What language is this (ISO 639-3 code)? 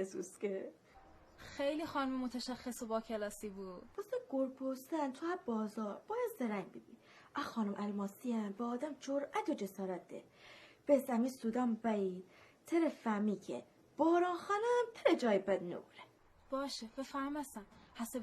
glk